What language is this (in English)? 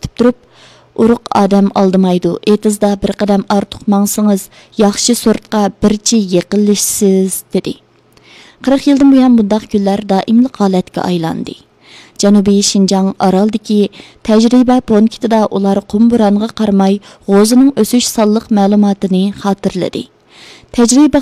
Uyghur